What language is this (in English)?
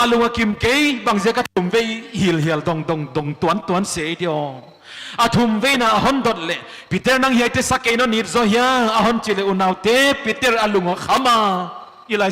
Paite Chin